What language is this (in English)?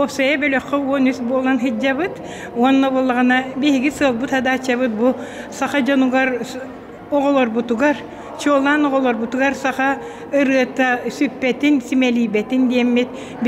Yakut